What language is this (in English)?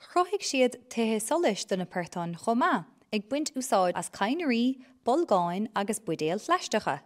Irish